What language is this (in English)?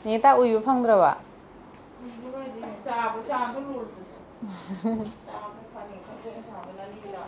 Manipuri